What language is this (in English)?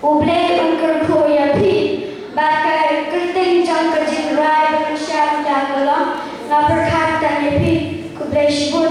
Khasi